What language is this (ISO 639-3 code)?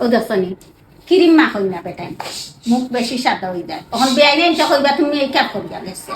syl